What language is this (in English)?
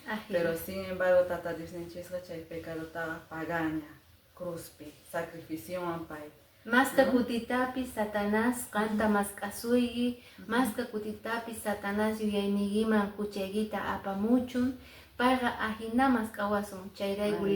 Quechua